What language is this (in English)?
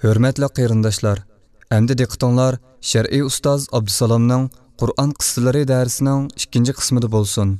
Uyghur